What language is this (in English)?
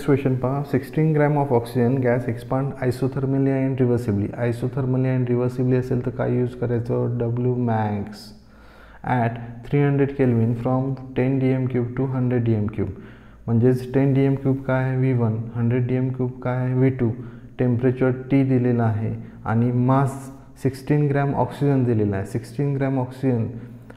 Marathi